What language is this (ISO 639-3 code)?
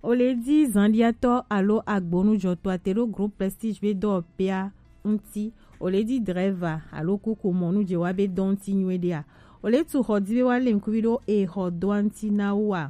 gej